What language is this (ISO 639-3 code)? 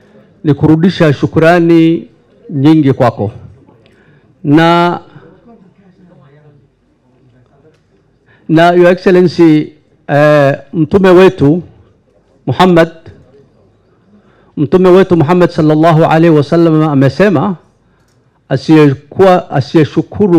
swa